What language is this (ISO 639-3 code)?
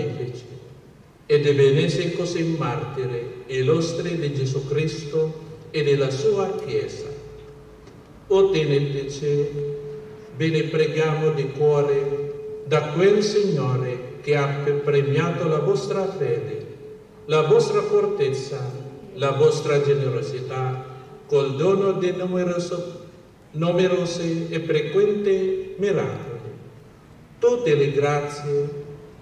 ita